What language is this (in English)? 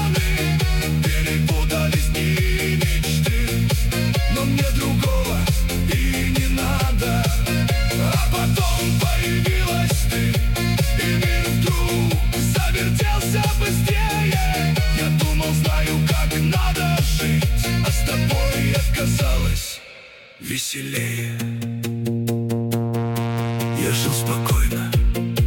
Russian